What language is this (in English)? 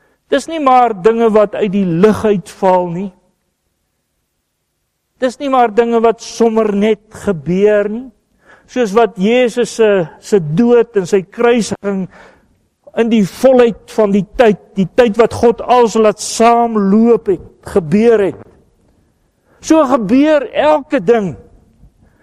Afrikaans